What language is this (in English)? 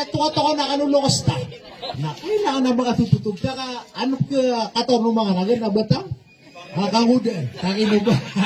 Maranao